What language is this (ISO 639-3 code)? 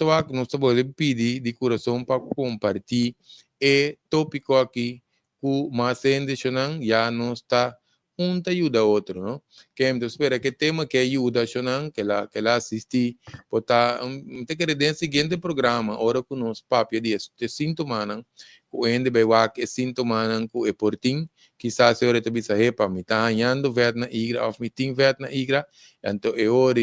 pap